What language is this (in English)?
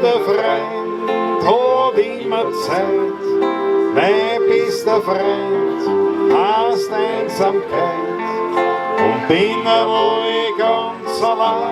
Bavarian